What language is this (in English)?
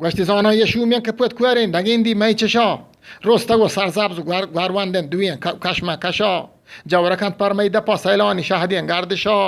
Eastern Balochi